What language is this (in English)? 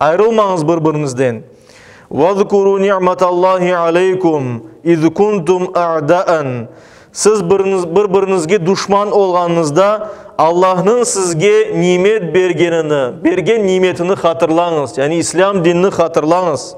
Crimean Tatar